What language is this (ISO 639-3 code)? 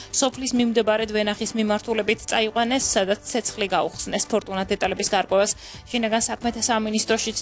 kat